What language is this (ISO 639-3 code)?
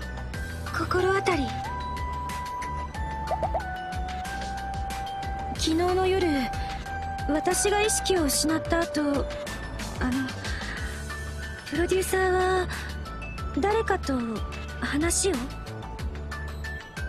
jpn